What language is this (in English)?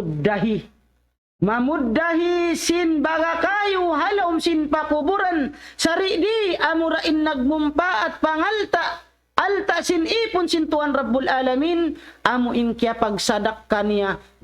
Tausug